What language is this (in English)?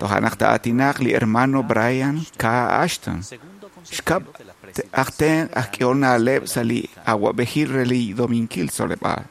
Kekchí